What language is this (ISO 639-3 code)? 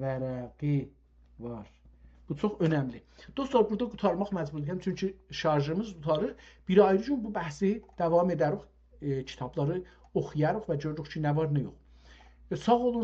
azb